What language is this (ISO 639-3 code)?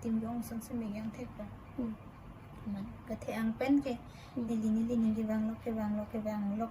mjw